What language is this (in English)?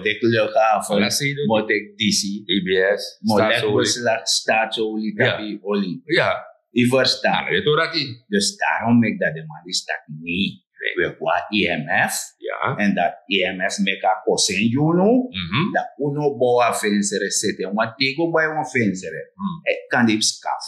Sranan Tongo